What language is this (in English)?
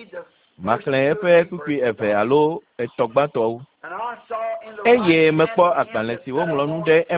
Ewe